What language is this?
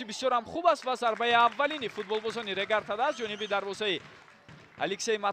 Tajik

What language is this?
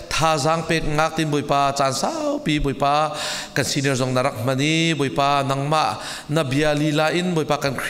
Hakha Chin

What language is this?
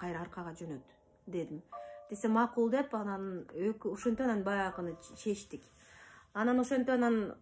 Kyrgyz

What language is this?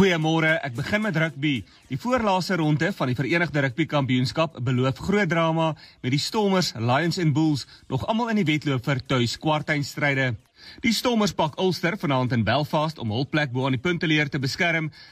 Afrikaans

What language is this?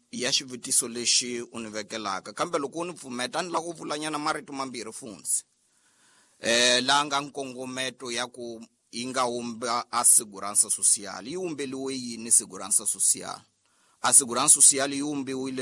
Tsonga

